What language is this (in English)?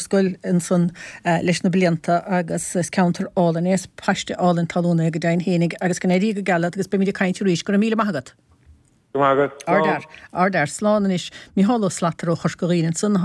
Irish